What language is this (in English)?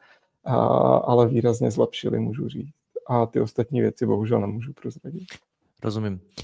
Czech